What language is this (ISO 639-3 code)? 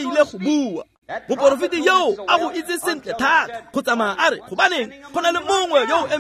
tsn